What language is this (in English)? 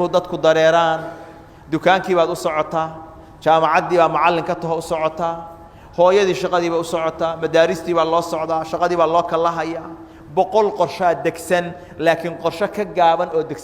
Somali